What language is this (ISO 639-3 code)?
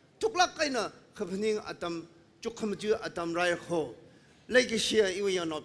nmf